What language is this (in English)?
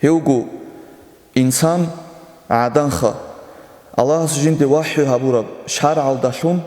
Avaric